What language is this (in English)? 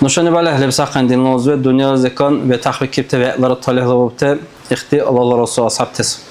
Dargwa